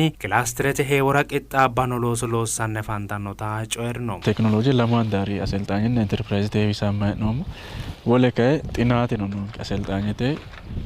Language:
Sidamo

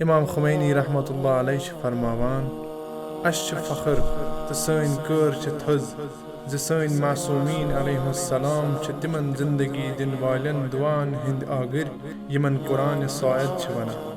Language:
Kashmiri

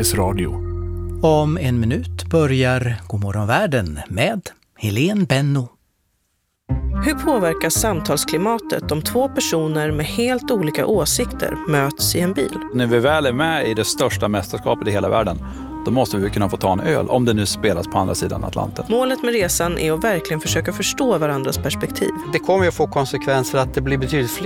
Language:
Swedish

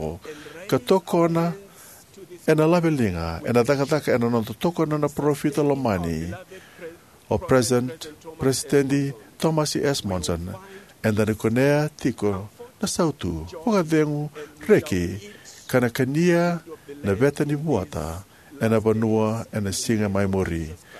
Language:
Fijian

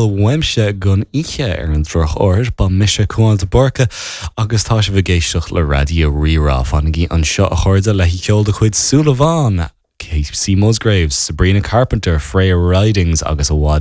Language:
Irish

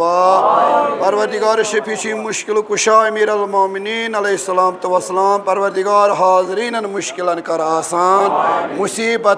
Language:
Kashmiri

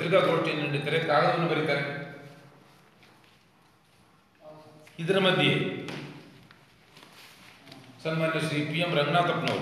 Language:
Kannada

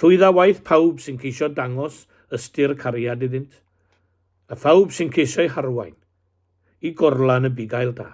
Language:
Welsh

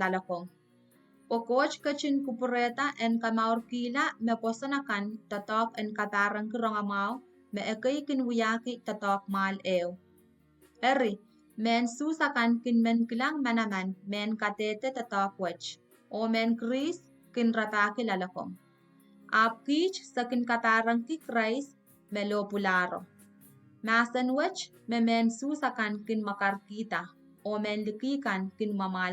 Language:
Pohnpeian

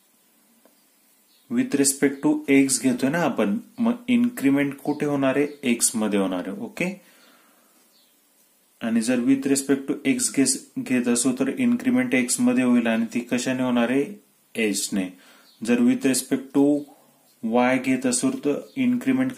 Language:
Marathi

